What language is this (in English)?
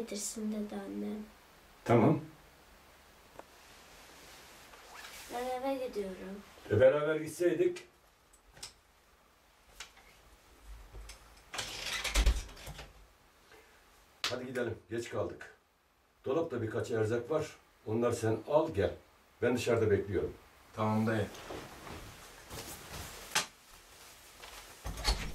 Turkish